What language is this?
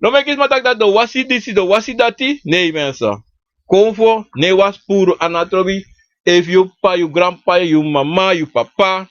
Sranan Tongo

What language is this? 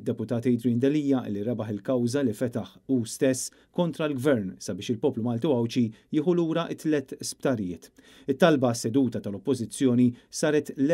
Maltese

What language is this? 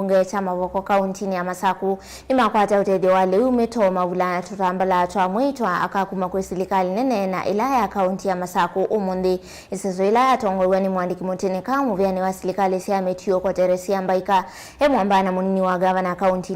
Kamba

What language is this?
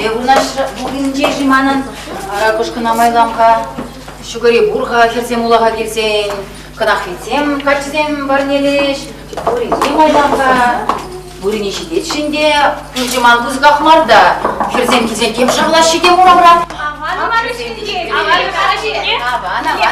Chuvash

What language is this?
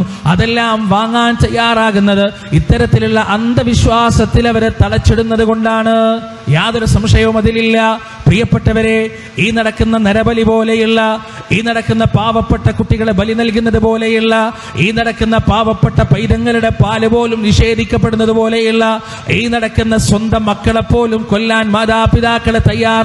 Malayalam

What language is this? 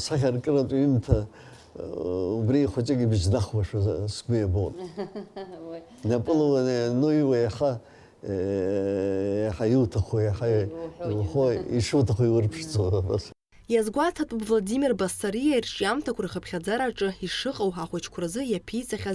Abkhazian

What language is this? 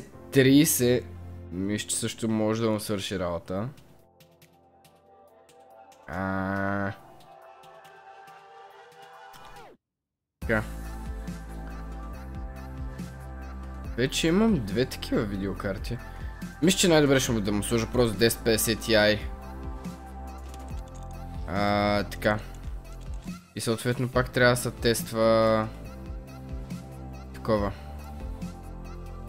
Bulgarian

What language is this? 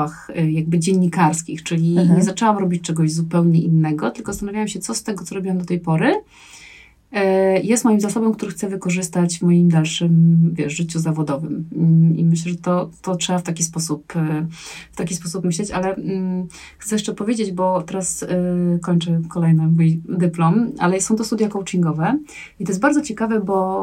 Polish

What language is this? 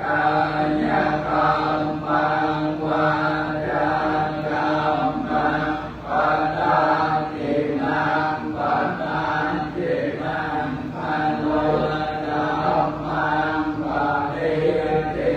Pali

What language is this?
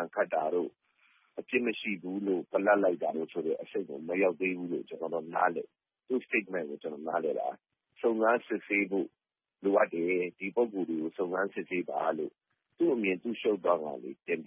Burmese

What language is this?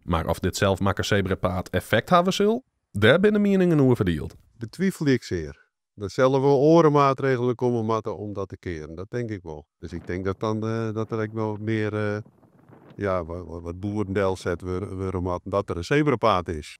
Western Frisian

